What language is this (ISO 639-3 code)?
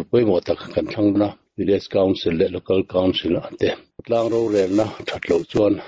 lus